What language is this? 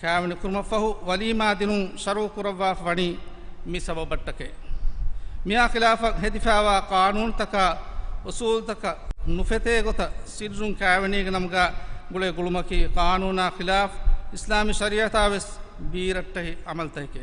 Divehi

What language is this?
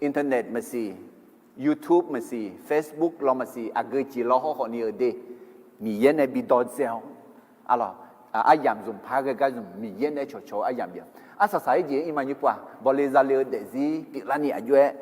Akha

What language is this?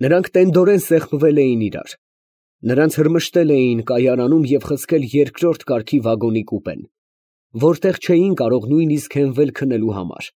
Armenian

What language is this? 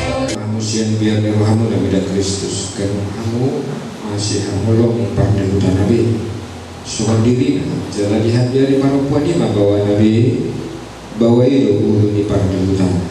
Batak Toba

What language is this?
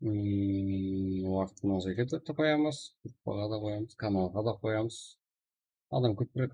Kara-Kalpak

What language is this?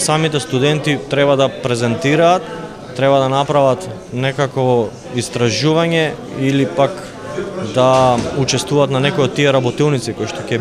Macedonian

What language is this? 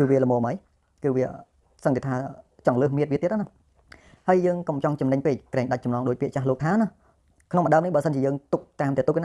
Khmer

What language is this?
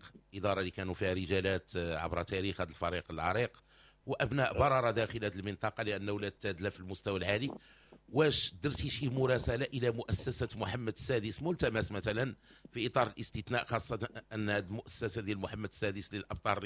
Moroccan Arabic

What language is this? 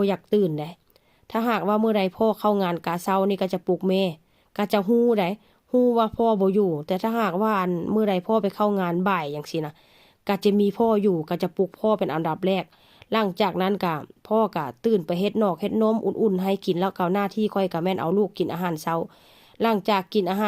Northeastern Thai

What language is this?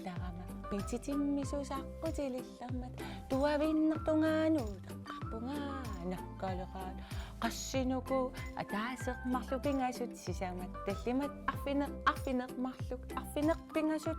Kalaallisut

